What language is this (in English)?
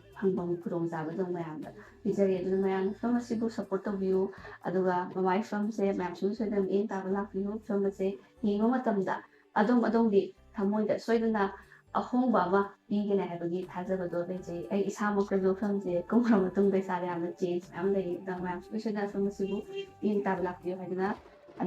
Manipuri